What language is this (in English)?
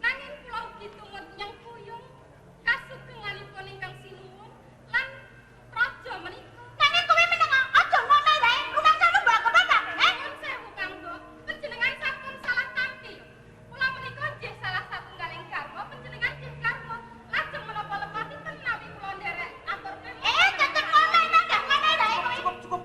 Javanese